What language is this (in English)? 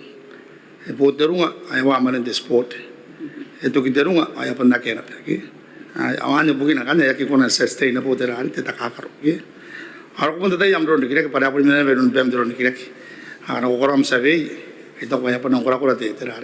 Gilbertese